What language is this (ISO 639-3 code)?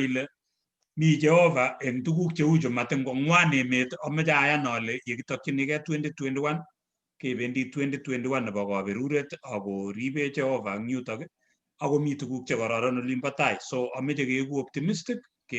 kln